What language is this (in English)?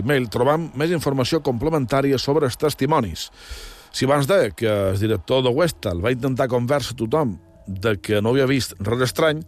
Catalan